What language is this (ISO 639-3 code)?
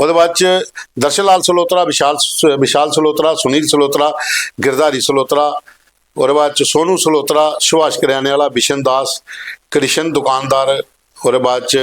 doi